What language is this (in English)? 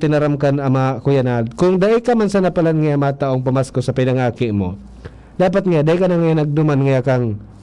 Bikol